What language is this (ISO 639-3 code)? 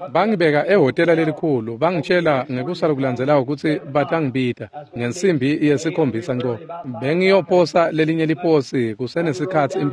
ssw